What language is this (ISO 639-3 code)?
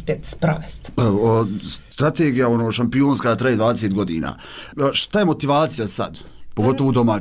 bos